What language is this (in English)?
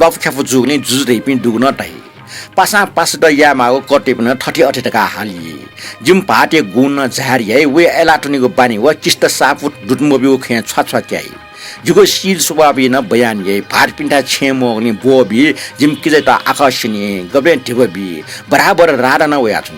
Newari